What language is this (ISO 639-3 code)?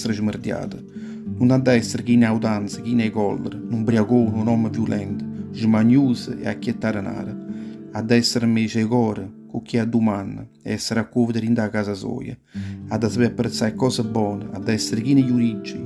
nap